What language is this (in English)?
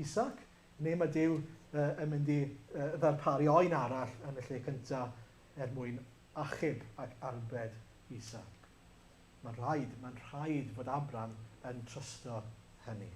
Welsh